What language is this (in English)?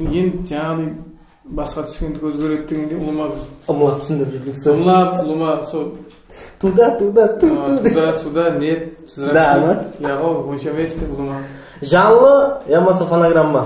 Kara-Kalpak